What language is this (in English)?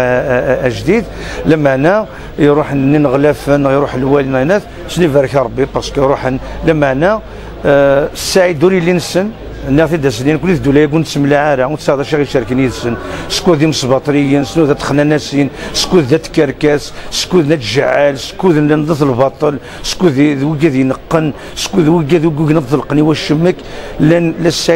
Kabyle